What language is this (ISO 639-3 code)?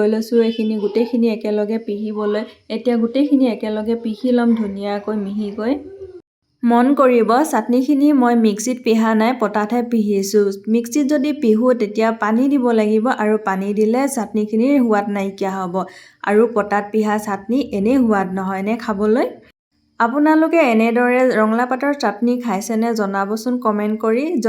asm